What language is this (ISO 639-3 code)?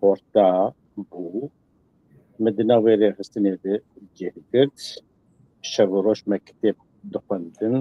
kur